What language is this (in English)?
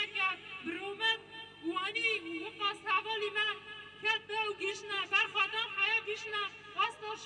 Kurdish